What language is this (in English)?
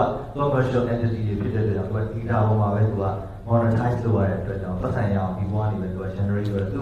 Burmese